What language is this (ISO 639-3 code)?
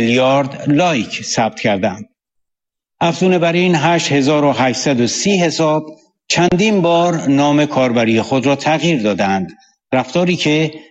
fas